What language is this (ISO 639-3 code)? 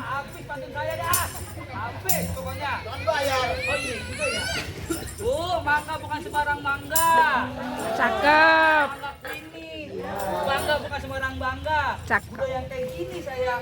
bew